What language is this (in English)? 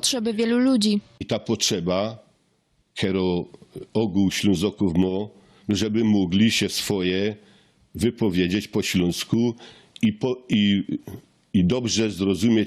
Silesian